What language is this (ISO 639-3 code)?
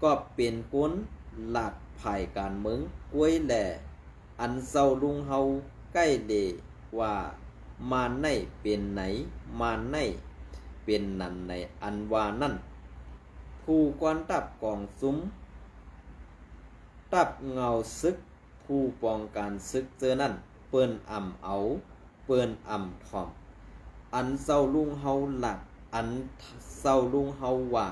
shn